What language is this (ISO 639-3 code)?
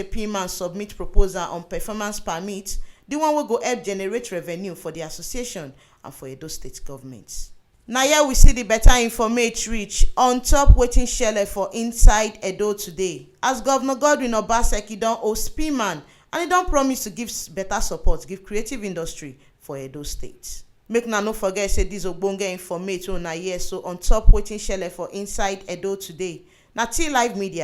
pcm